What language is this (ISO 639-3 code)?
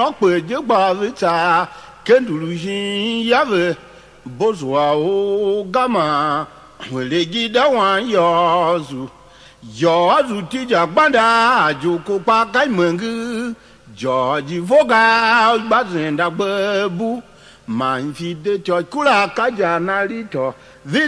tiv